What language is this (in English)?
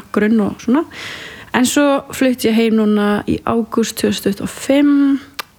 Icelandic